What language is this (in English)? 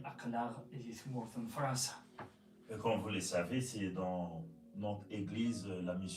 Kabyle